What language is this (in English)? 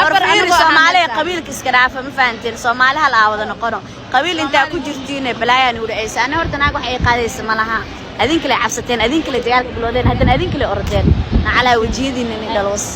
Somali